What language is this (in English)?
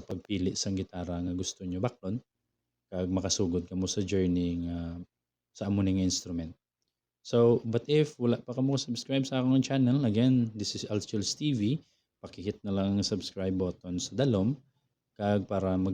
Hiligaynon